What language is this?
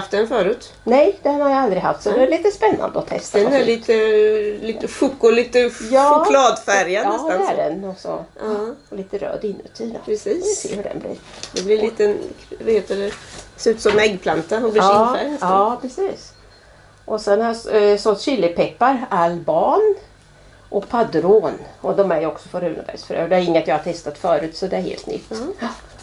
Swedish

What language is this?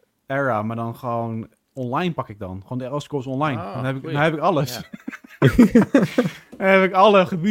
Dutch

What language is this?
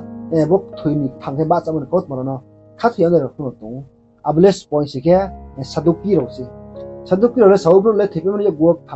Riang (India)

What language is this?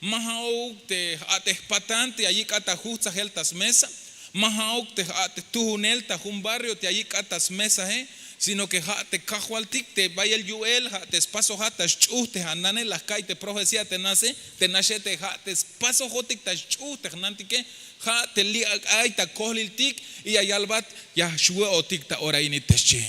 Tzeltal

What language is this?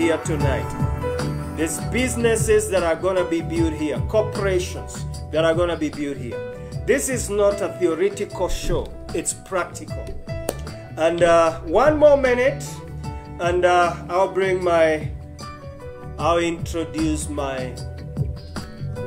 English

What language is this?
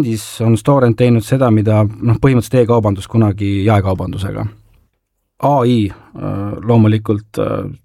Estonian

